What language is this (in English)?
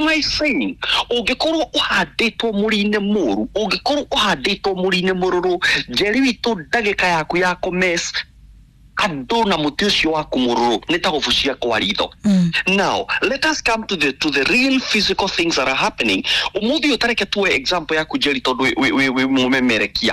Kikuyu